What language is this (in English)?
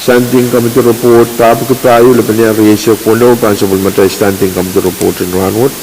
Pohnpeian